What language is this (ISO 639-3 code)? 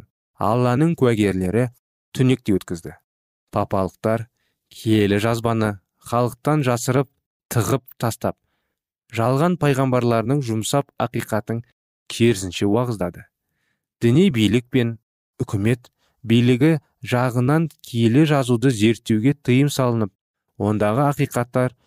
kaz